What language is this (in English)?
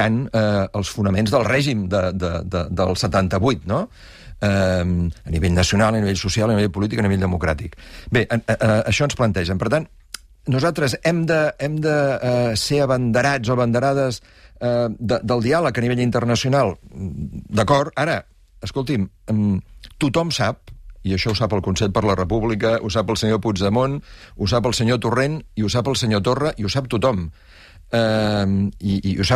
Catalan